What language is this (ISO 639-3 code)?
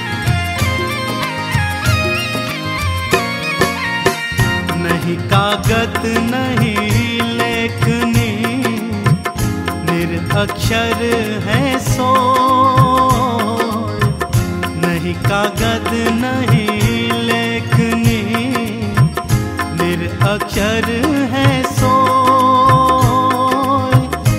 hin